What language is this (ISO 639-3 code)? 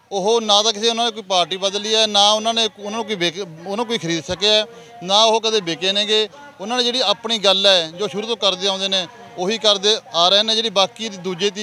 pan